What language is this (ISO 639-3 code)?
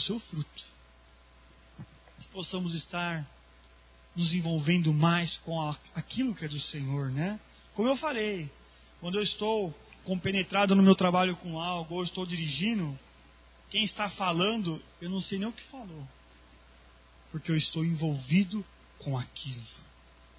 por